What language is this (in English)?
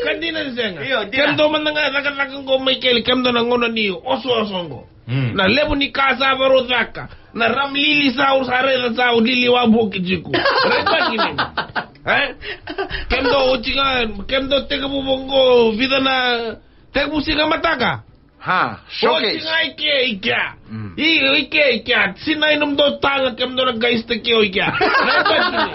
Fijian